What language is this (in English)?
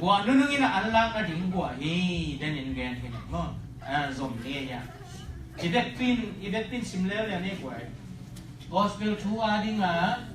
Tedim Chin